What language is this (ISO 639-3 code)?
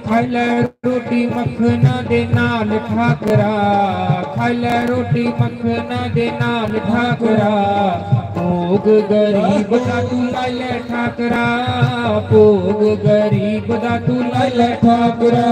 doi